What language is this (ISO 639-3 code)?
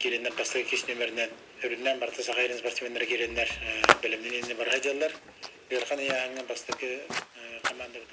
sah